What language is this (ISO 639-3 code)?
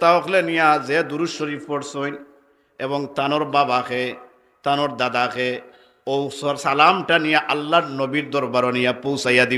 syl